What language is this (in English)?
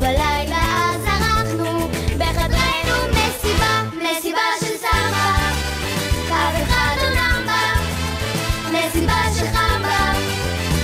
Hebrew